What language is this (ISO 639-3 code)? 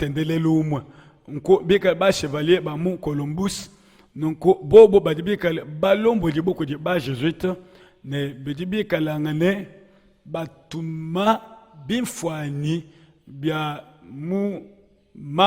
lua